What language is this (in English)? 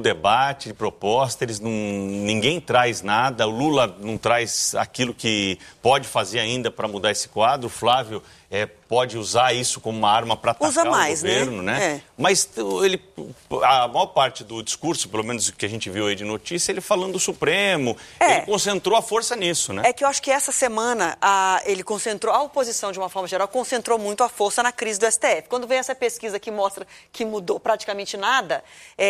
Portuguese